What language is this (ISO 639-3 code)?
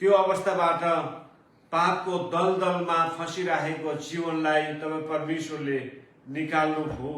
nep